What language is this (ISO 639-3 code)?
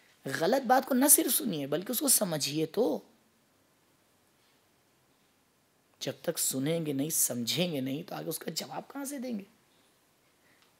urd